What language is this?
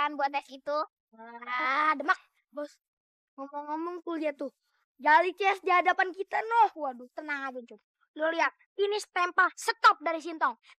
Betawi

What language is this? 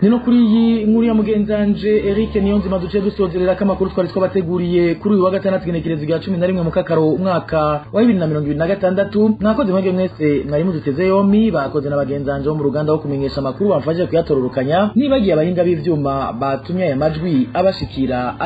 Rundi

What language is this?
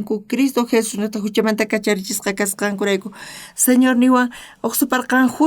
South Bolivian Quechua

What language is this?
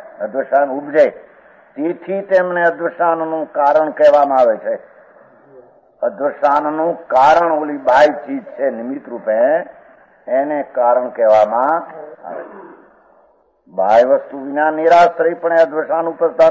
Gujarati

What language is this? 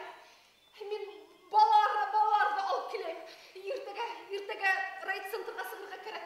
Bashkir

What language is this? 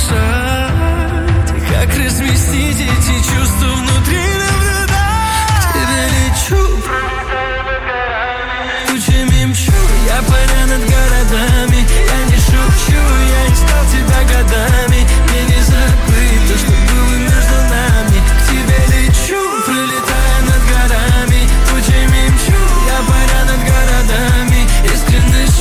Russian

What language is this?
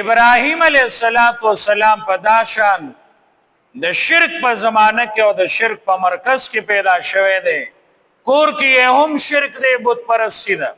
Pashto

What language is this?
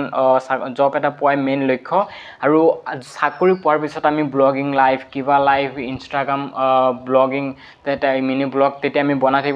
Assamese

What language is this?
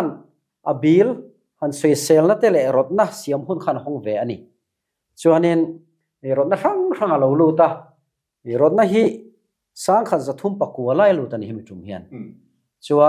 Mizo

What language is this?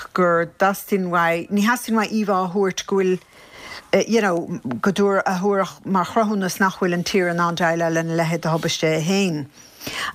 Irish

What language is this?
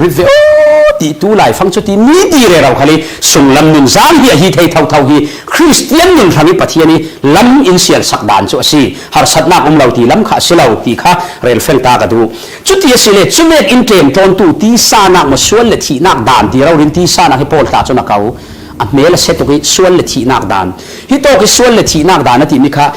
Falam Chin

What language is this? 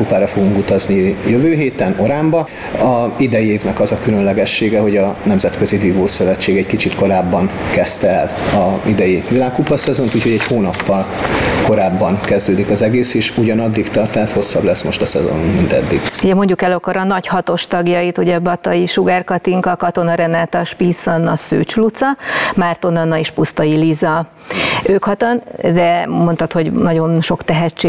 Hungarian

